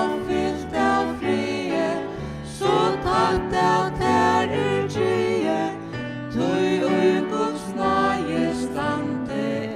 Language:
Faroese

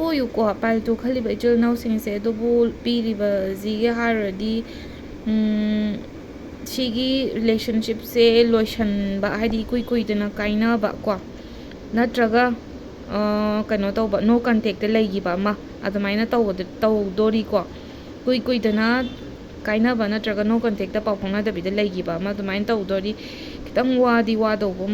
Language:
Manipuri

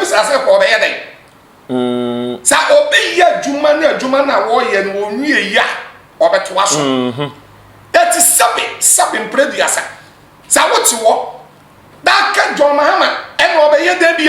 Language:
Akan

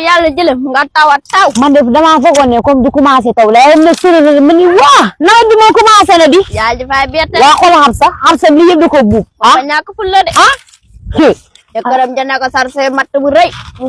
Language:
Wolof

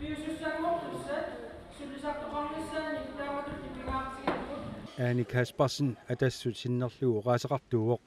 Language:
Kalaallisut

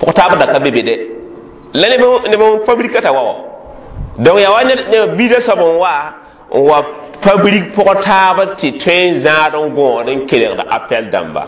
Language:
Mossi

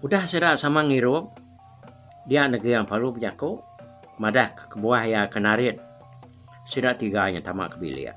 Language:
Iban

